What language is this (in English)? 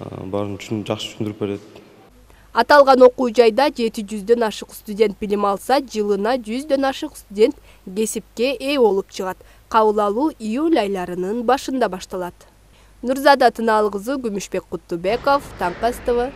Kyrgyz